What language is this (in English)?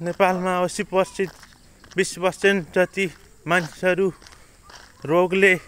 Nepali